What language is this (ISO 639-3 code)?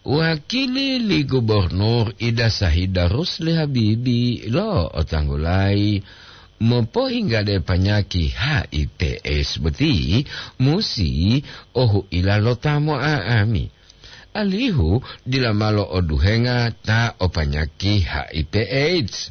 gor